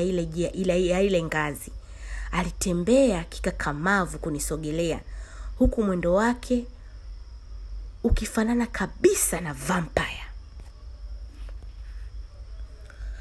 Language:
Swahili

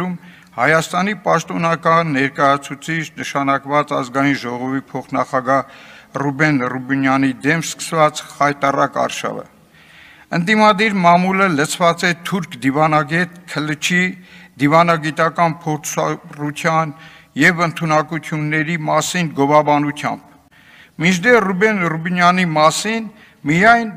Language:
Armenian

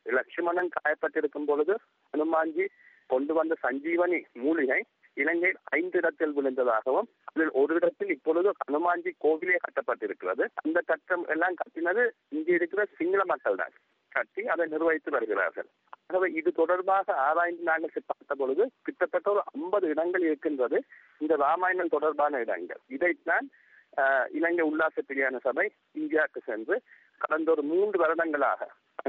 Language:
Tamil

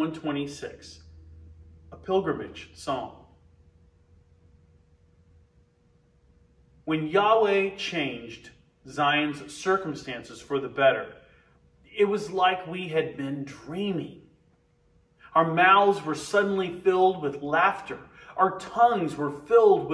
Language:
English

